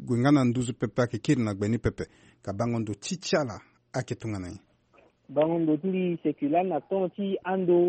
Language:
Sango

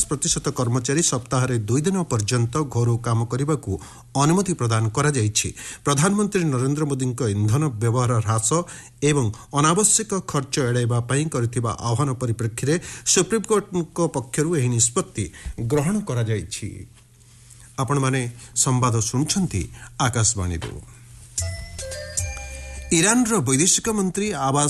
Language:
Odia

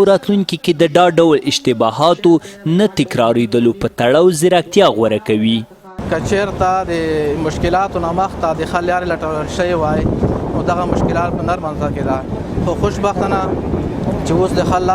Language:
Pashto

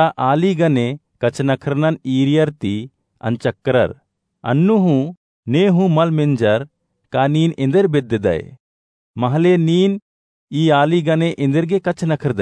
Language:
Kurukh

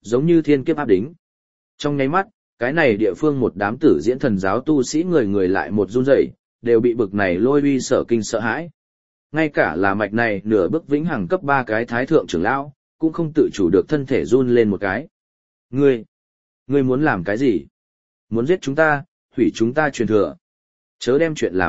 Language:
Vietnamese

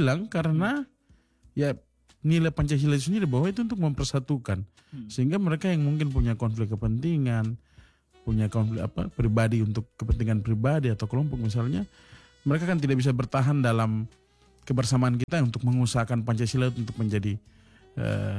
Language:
Indonesian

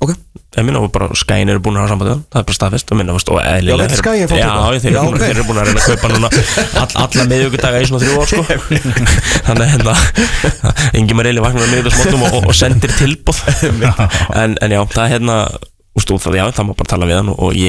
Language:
Icelandic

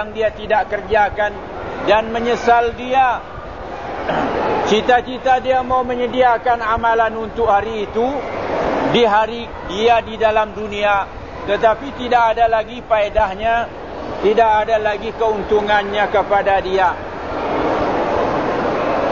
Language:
Malay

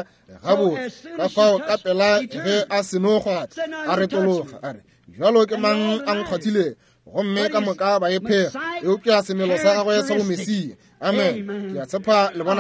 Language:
Northern Sotho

